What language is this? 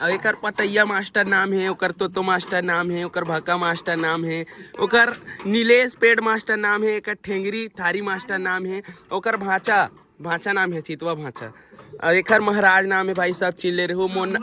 Chhattisgarhi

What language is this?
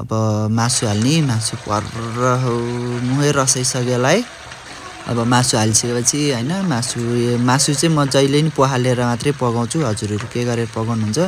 Nepali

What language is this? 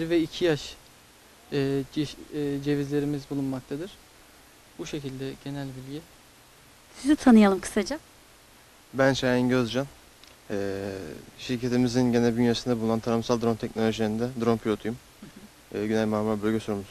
Turkish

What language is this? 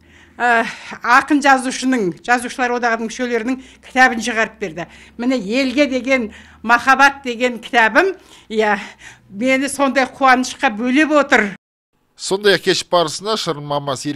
Kazakh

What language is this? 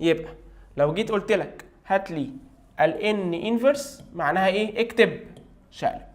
Egyptian Arabic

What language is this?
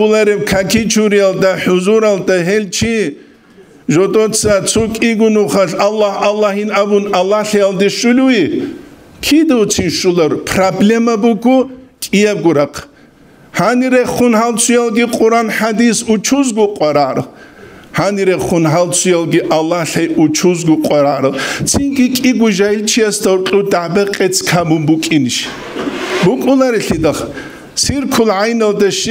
Avaric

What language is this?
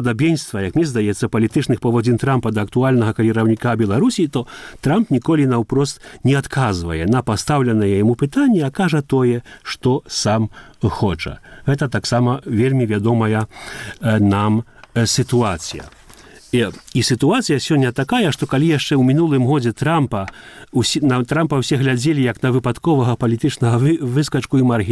Belarusian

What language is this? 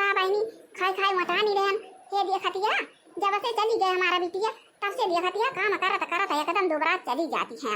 Awadhi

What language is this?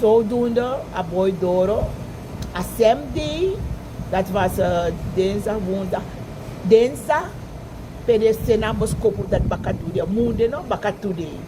Sranan Tongo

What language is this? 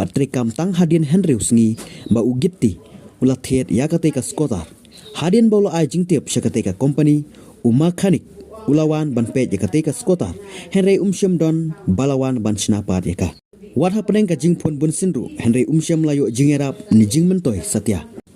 Khasi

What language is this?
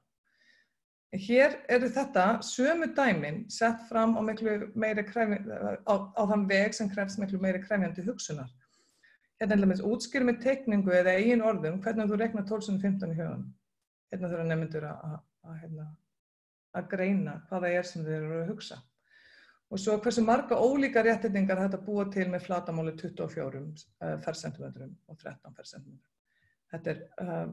Icelandic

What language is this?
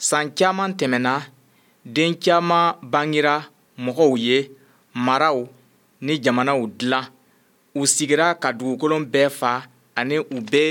Bambara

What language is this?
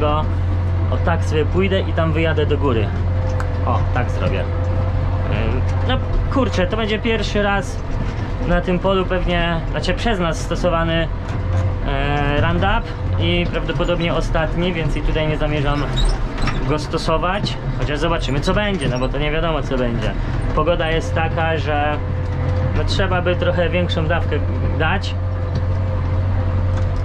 Polish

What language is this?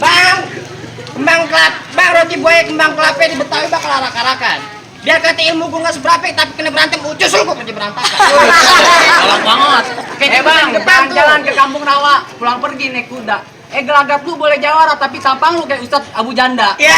Betawi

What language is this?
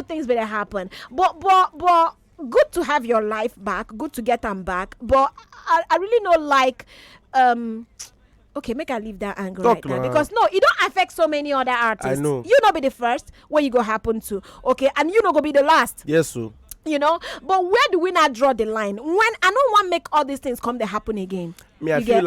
Nigerian Pidgin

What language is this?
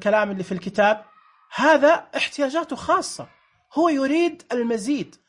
Najdi Arabic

